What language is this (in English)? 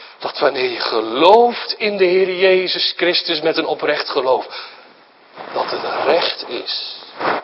Dutch